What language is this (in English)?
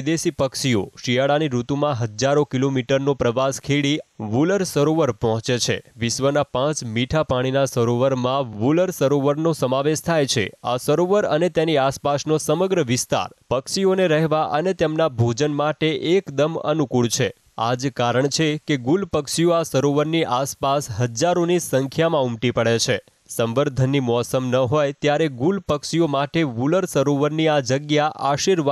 Gujarati